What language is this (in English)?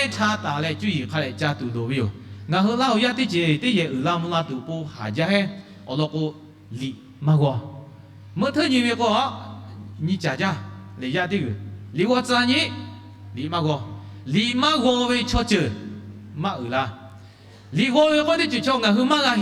Lahu